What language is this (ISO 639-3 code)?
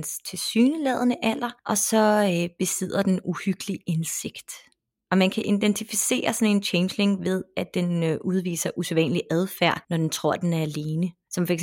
dan